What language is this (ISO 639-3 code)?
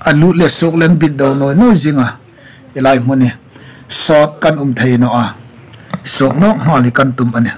hmr